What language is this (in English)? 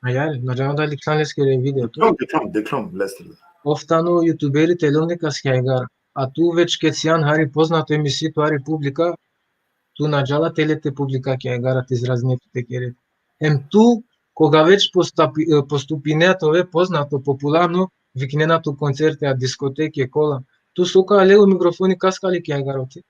Balkan Romani